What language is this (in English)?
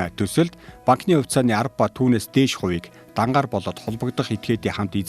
Mongolian